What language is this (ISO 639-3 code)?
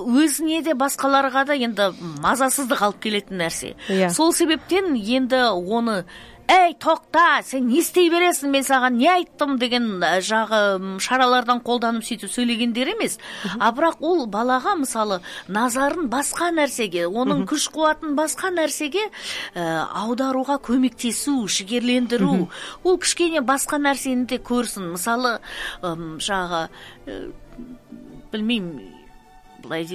kaz